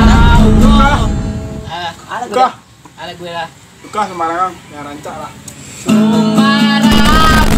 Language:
Minangkabau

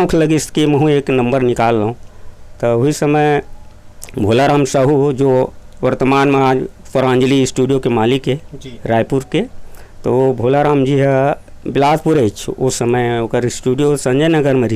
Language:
Chhattisgarhi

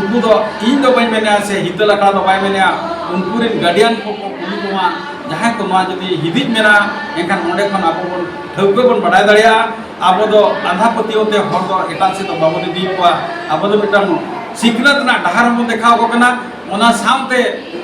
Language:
Santali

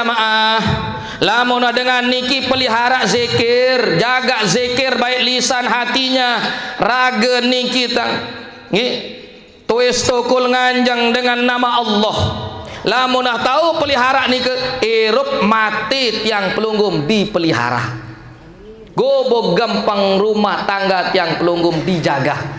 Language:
Sasak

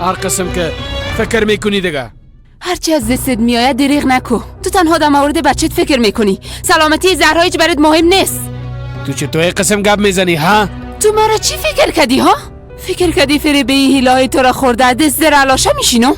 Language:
Persian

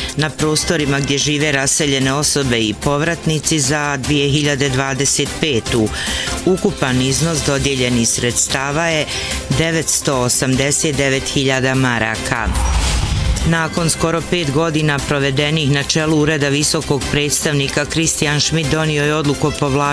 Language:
Bosnian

